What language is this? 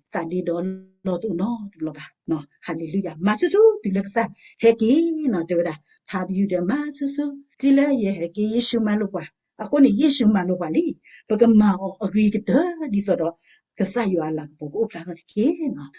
S'gaw Karen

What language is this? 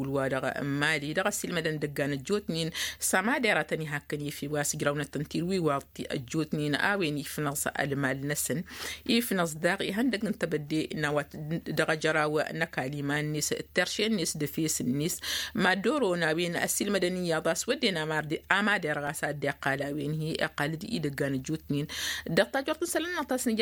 Tamasheq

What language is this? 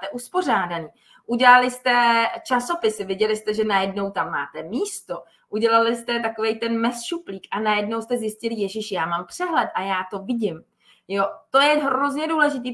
Czech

